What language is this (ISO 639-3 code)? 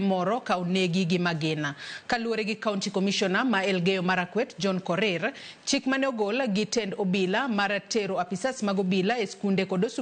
luo